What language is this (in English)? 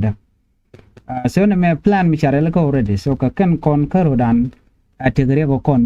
Nuer